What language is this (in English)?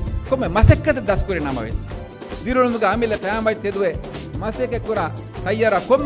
Divehi